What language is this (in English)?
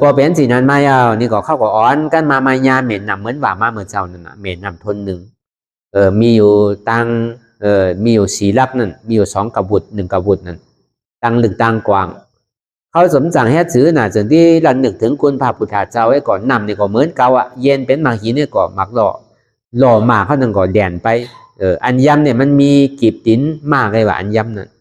Shan